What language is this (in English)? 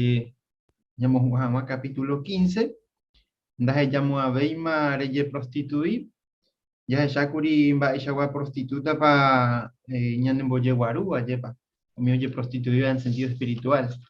Guarani